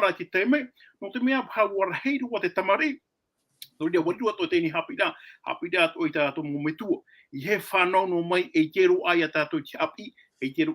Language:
Tahitian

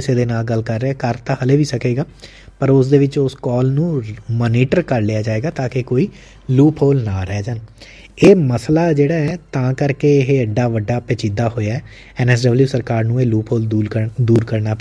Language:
Punjabi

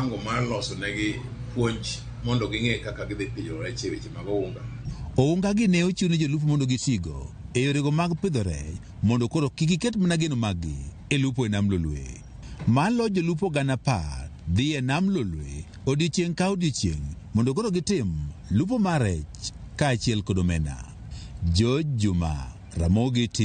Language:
Luo (Kenya and Tanzania)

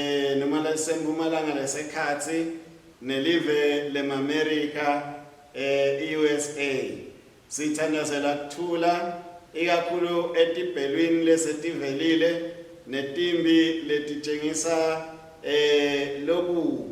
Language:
Swati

